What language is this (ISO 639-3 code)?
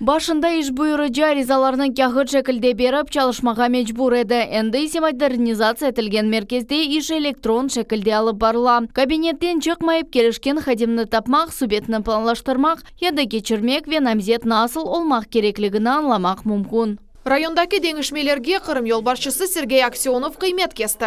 crh